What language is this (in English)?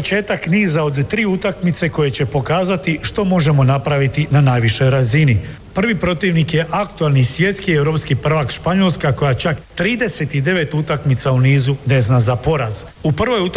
Croatian